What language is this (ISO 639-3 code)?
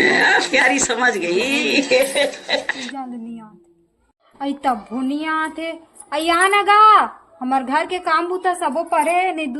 hne